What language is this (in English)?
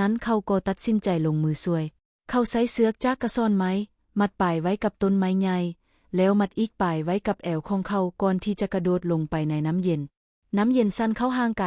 Lao